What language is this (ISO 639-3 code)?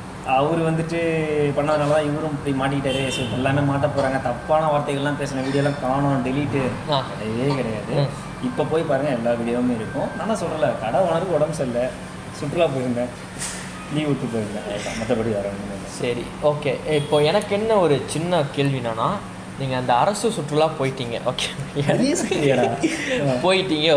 tam